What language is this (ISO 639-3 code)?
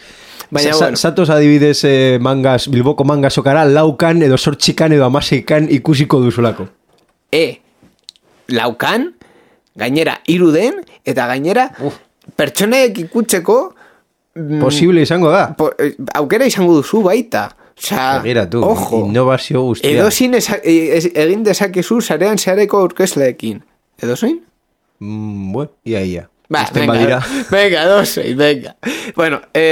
eus